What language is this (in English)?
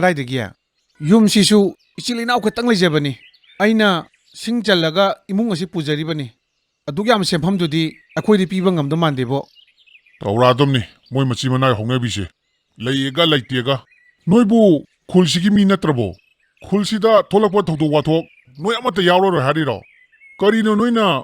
Manipuri